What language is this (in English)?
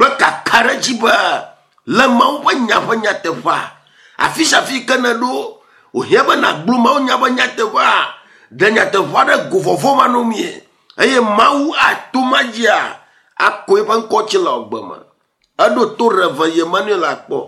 Ewe